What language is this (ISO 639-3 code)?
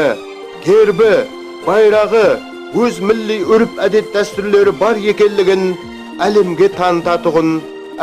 kaa